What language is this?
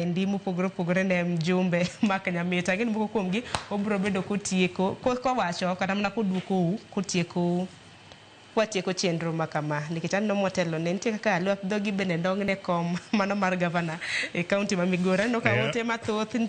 Luo (Kenya and Tanzania)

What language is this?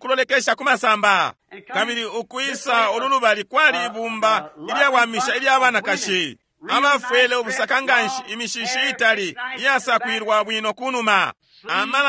Bemba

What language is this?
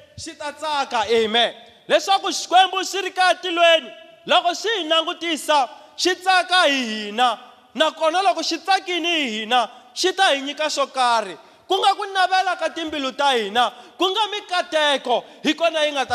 Tsonga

